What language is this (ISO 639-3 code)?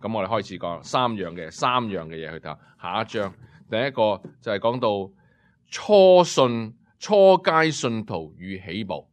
yue